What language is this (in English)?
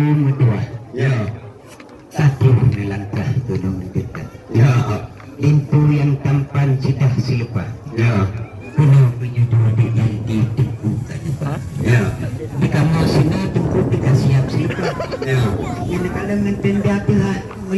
Achinese